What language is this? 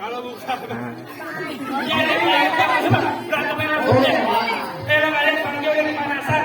Betawi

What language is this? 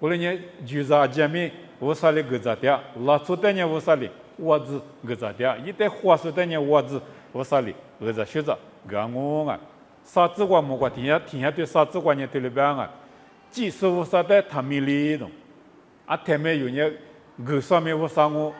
Lisu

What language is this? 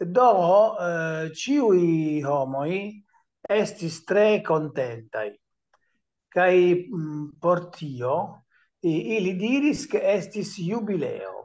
Esperanto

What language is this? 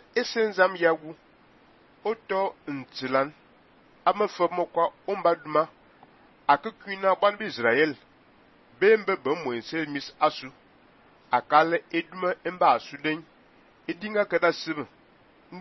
Fang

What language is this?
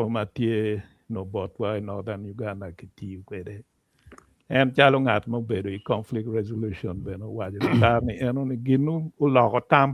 Acoli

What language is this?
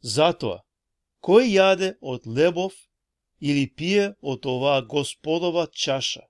Balkan Romani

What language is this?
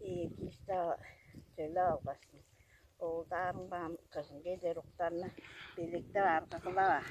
Tuvinian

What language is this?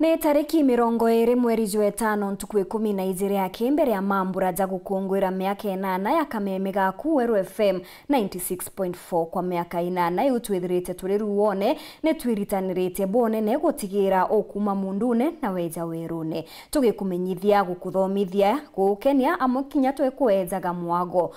Meru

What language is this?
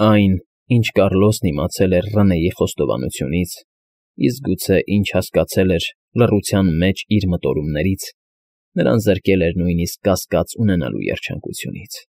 Armenian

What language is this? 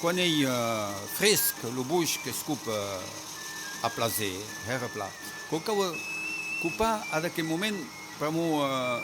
Occitan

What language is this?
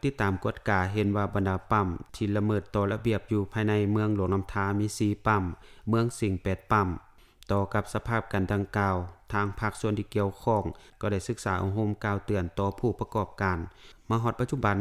Lao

